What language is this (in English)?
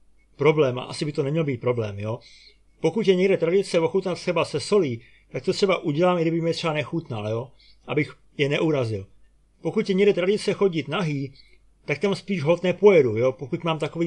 Czech